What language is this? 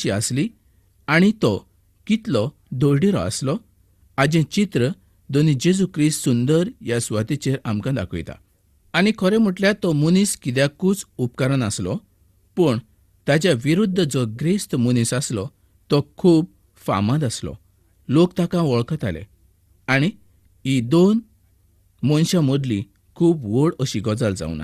Konkani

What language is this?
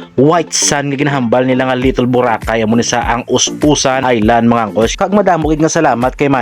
Hiligaynon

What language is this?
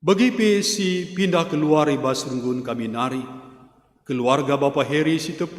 Batak Karo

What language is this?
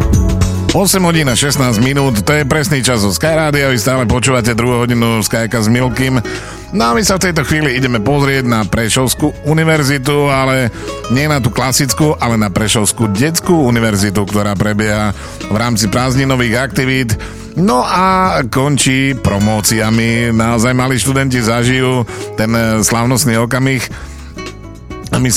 Slovak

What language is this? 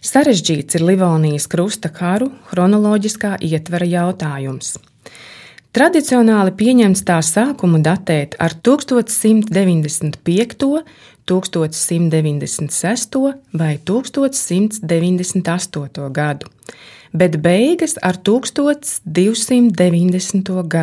Latvian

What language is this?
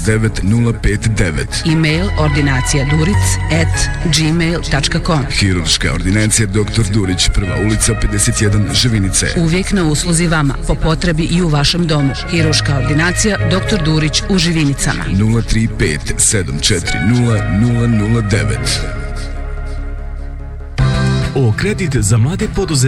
Bosnian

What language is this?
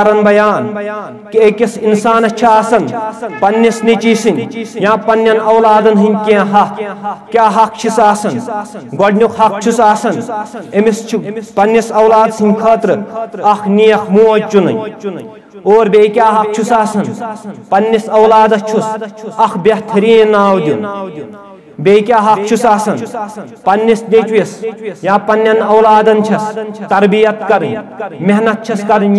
Kashmiri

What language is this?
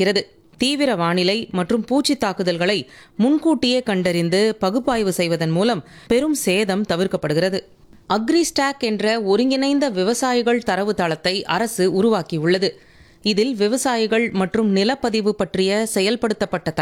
Tamil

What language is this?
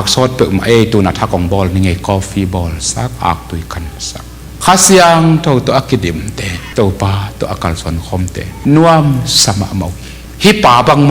Tedim Chin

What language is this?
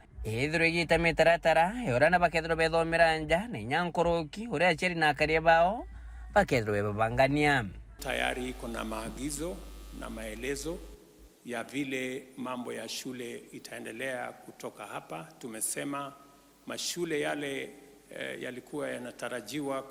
Meru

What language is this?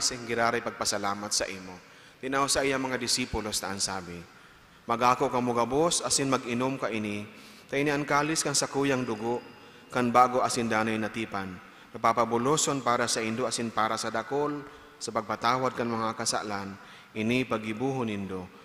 Bikol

